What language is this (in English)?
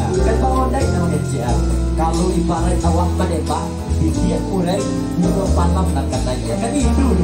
Minangkabau